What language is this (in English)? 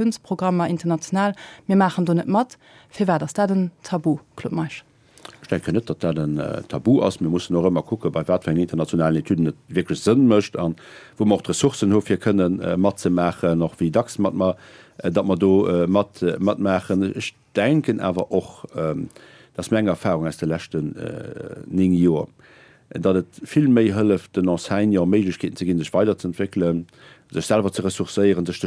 Luxembourgish